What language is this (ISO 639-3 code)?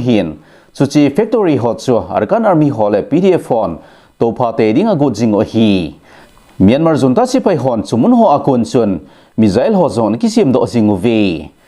tcz